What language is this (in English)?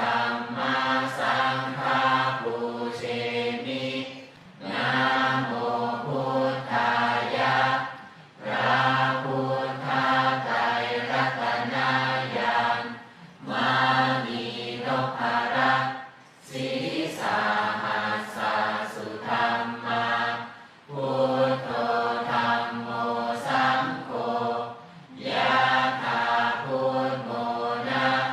Pali